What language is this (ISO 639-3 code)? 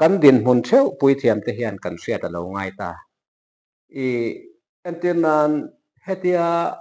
lus